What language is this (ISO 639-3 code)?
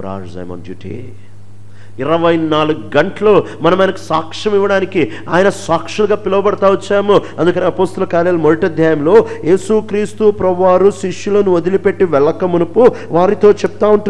tel